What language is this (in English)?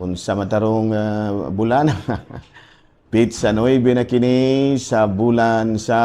Cebuano